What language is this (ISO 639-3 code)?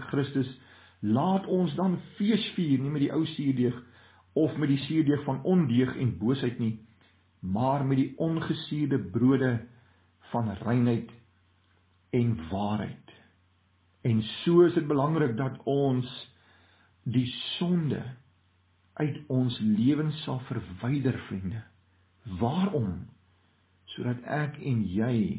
afr